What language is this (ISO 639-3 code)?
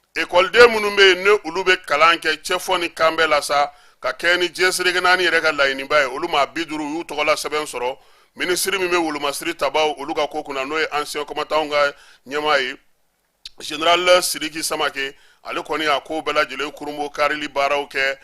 bam